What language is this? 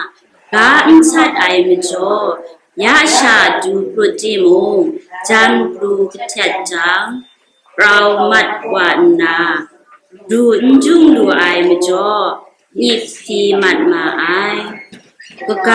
Kachin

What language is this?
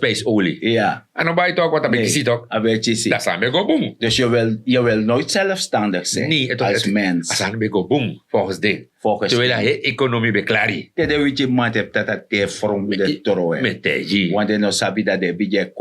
Sranan Tongo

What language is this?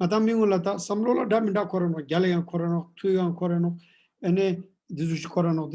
Ladakhi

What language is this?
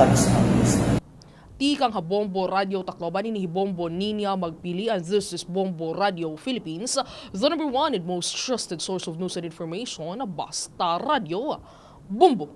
Waray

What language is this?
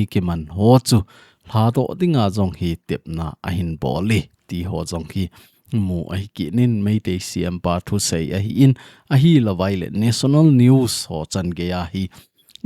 Thado Chin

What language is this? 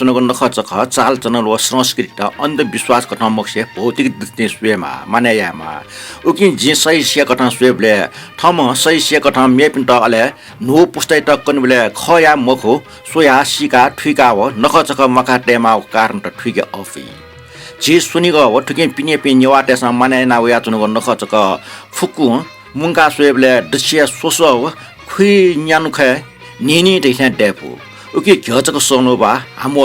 Newari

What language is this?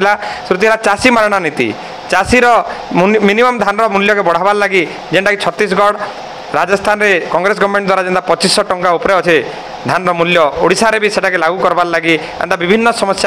Odia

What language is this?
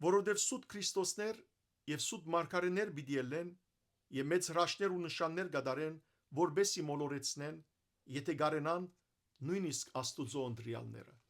Western Armenian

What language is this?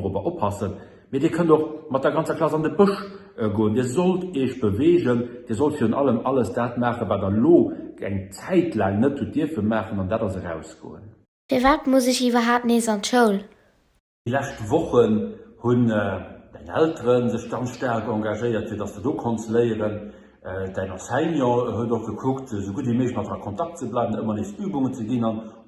Luxembourgish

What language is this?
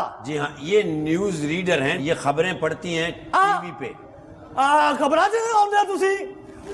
Hindi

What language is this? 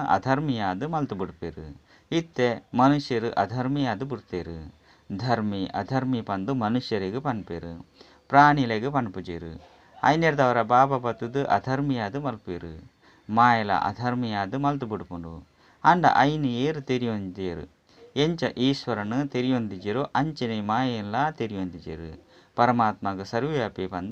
Tulu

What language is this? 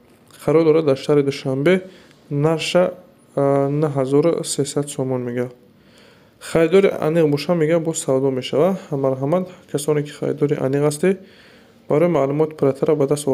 Tajik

